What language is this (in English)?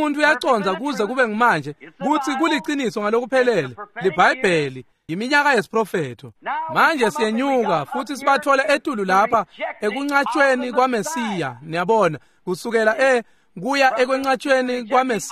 Swati